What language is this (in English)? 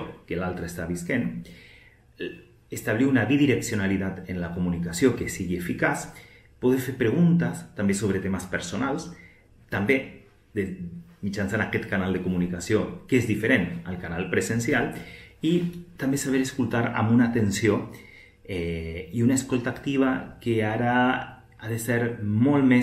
Catalan